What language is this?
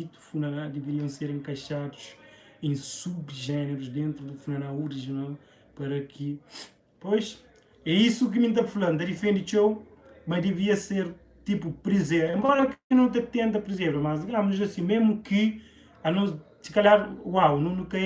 Kabuverdianu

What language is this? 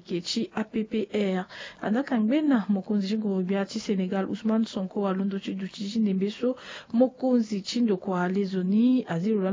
Sango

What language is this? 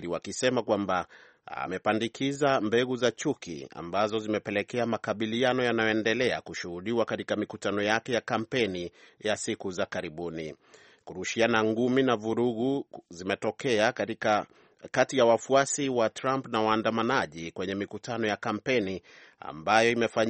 Swahili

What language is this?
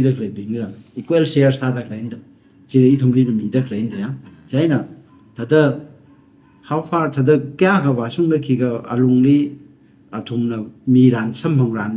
Tangkhul Naga (India)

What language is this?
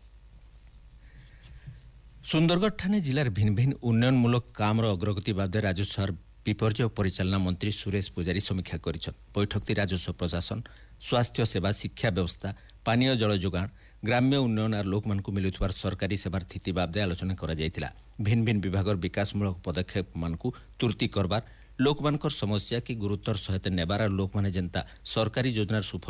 Odia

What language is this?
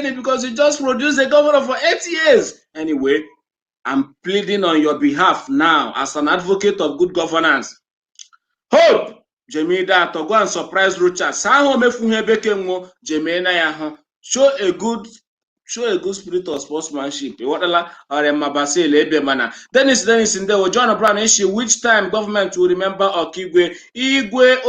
Igbo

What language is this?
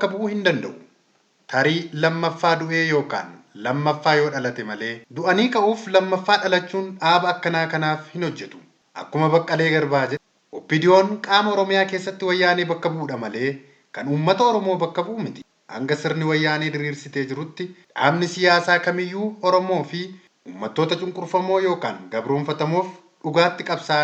Oromo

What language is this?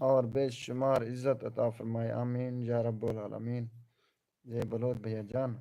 Saraiki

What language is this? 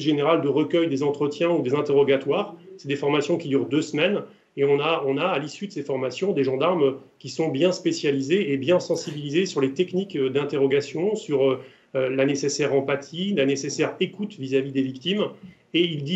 French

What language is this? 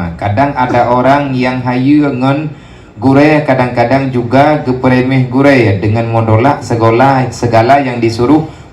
Achinese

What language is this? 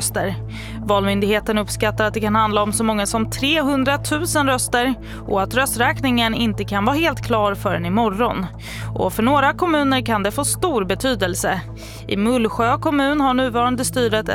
Swedish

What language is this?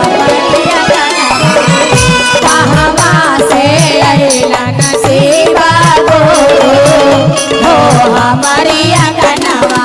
Magahi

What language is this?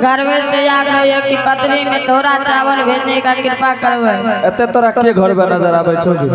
Angika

